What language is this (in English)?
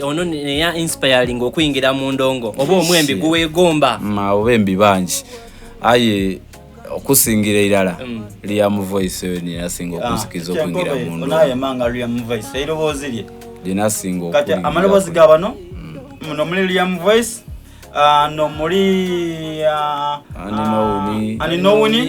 Soga